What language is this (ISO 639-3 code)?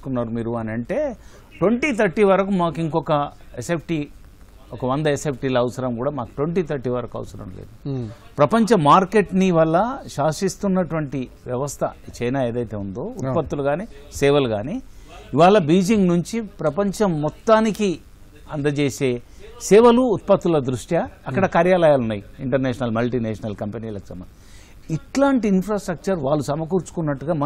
tel